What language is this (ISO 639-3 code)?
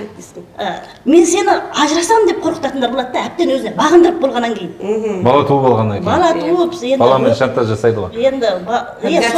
kaz